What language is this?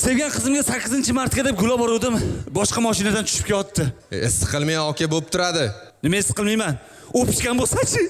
Uzbek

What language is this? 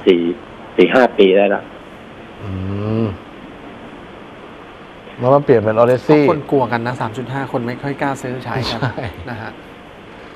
Thai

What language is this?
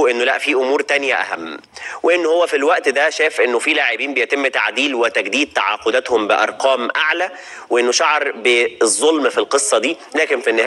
Egyptian Arabic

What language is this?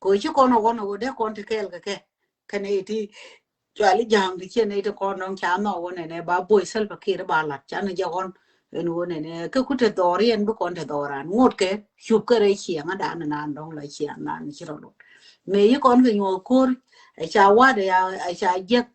Nuer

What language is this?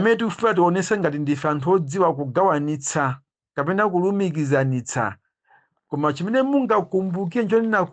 Nyanja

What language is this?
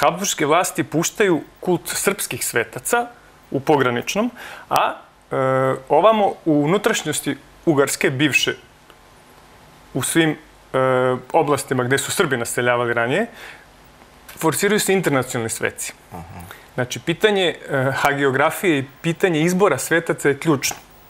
Serbian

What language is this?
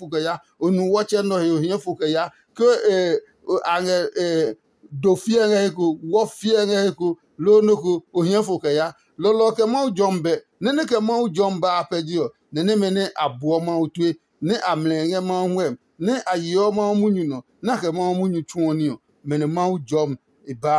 Adangme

